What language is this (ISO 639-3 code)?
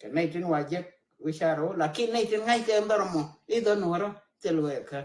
nus